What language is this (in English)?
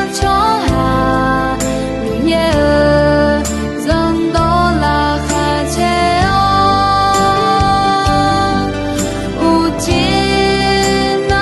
Akha